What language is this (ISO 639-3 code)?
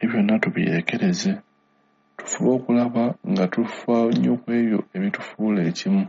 lug